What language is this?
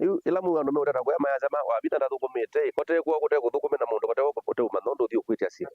Kamba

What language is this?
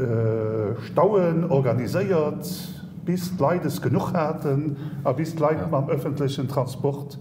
Luxembourgish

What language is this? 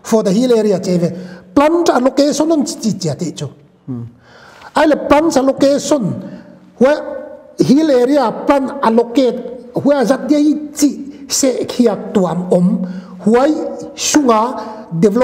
Paite Chin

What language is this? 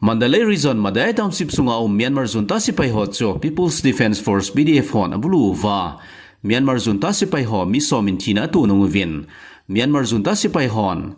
Thado Chin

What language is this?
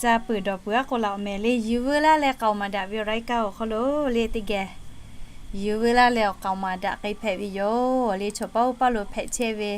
Lahu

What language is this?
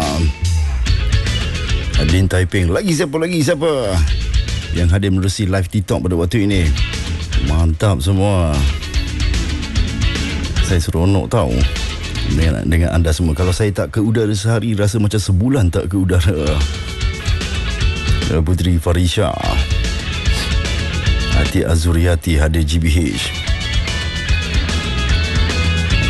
Malay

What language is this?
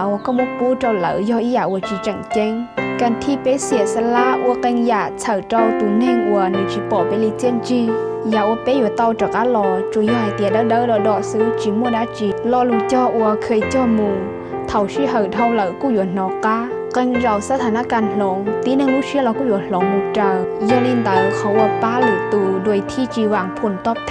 Hmong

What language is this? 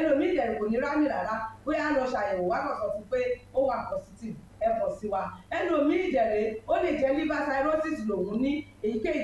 Yoruba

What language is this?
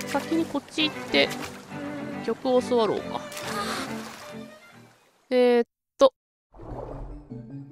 Japanese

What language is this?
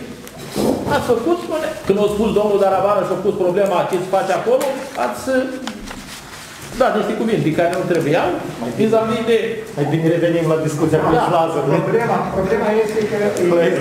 Romanian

